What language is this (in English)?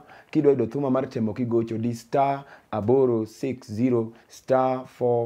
Luo (Kenya and Tanzania)